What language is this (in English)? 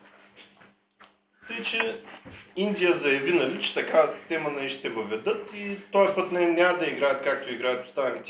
Bulgarian